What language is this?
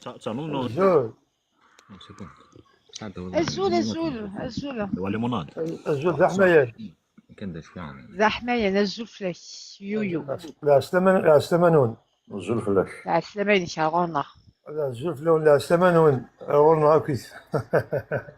Kabyle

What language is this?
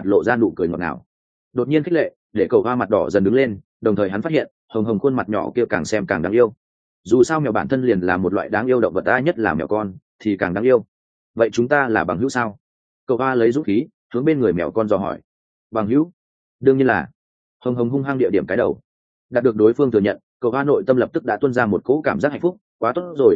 Vietnamese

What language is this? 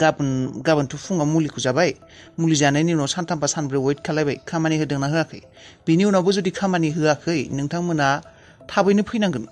Bodo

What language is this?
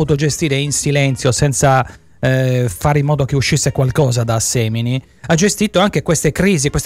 Italian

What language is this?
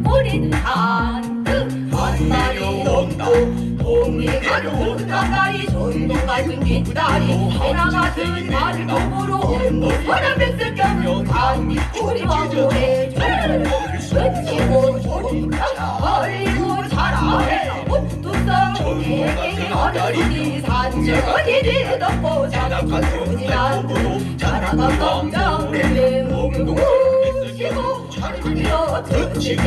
Korean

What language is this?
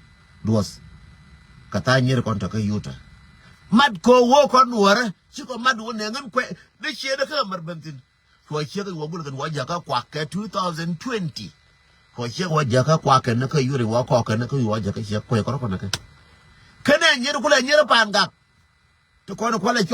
Nuer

